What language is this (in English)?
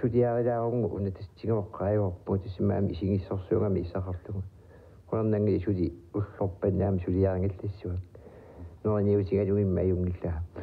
Kalaallisut